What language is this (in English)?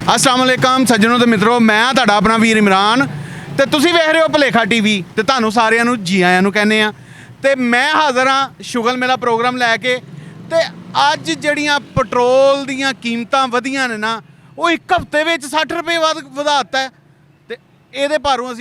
Western Panjabi